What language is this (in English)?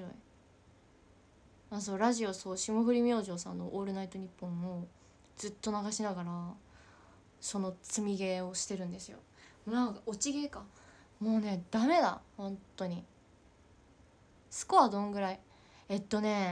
Japanese